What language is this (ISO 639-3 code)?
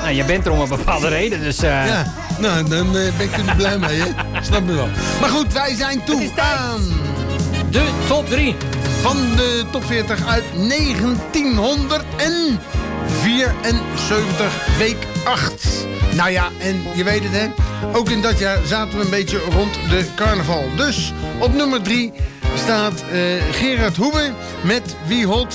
nld